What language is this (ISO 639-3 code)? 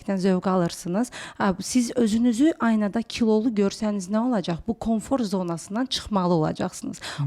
aze